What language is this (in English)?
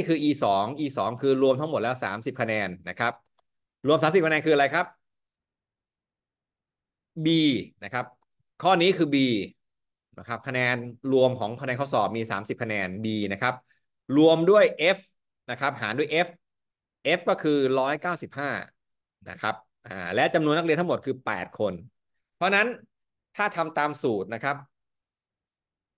Thai